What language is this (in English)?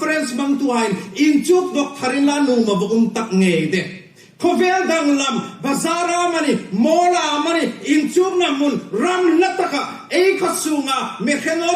Hmar